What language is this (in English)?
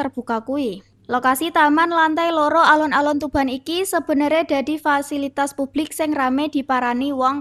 Javanese